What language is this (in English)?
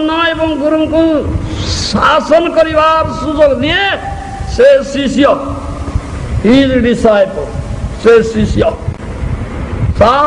Odia